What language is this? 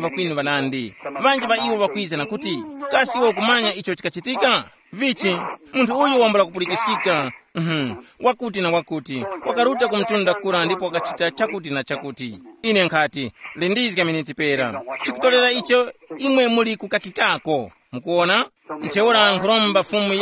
Tumbuka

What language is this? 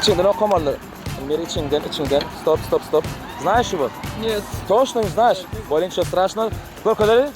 Turkmen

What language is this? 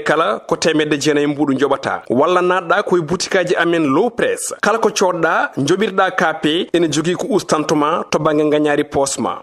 Fula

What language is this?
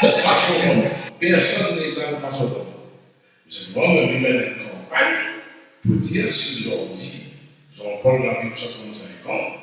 Réunion Creole French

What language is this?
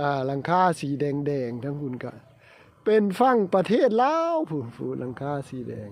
Lao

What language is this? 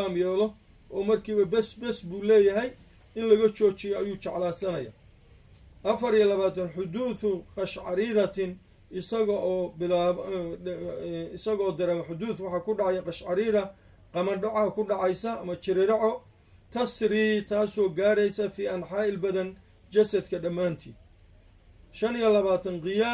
Somali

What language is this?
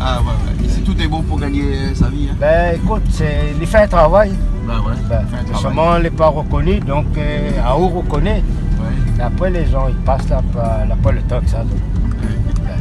Réunion Creole French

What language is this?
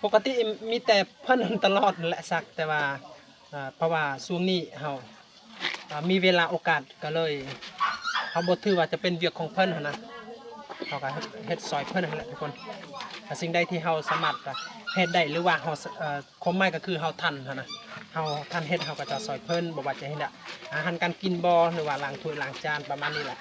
Lao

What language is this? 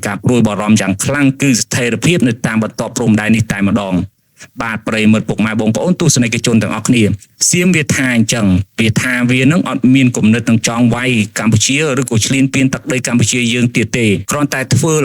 Khmer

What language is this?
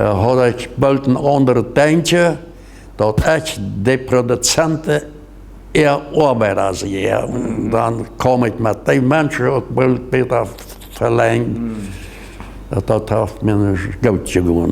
Plautdietsch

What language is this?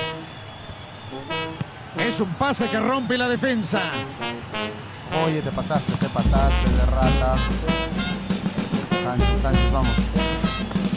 Spanish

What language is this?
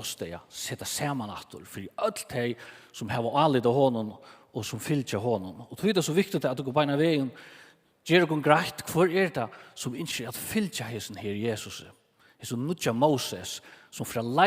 Faroese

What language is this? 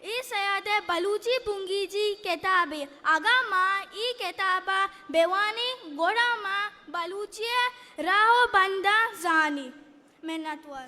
Eastern Balochi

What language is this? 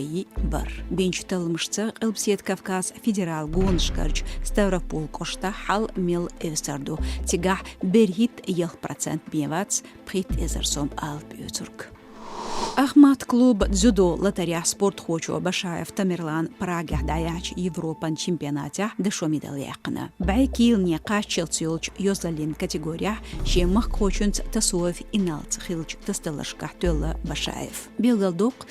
Chechen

